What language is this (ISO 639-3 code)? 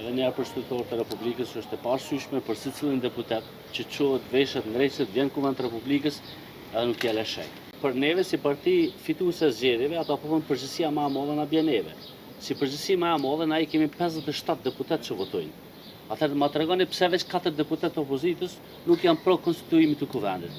sqi